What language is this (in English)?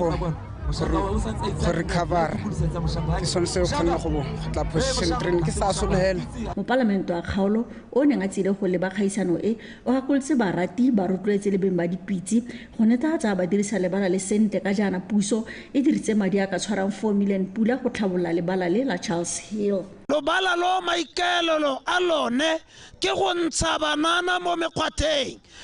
Tswana